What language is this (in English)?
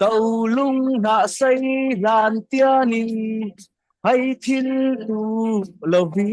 Falam Chin